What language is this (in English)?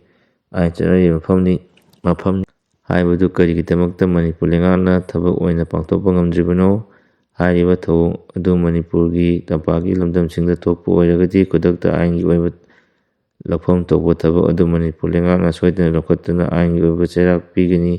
Manipuri